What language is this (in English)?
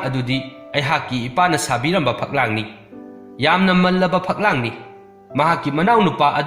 Manipuri